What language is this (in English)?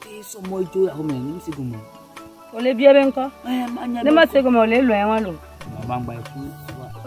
Ewe